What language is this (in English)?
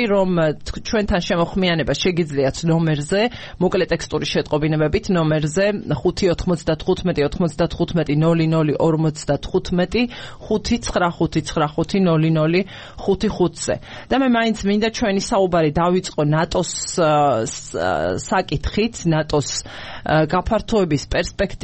Georgian